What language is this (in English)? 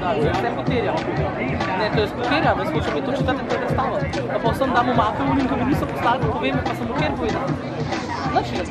Slovenian